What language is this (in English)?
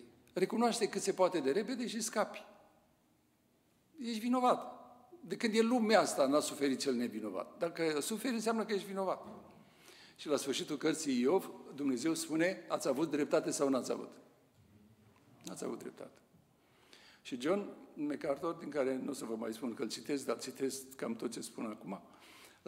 Romanian